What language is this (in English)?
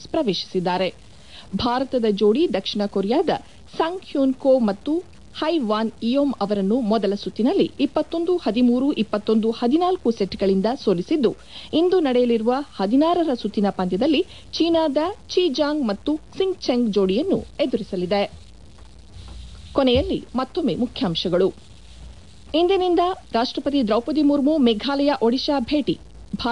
Kannada